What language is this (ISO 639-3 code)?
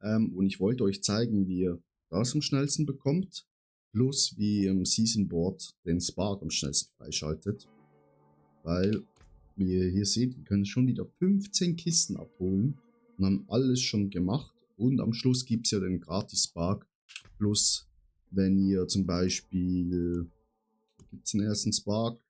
gsw